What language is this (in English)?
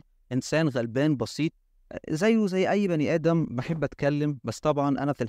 Egyptian Arabic